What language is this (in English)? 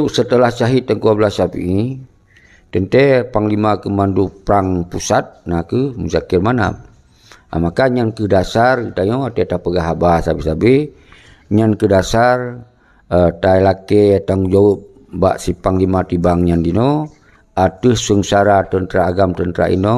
Achinese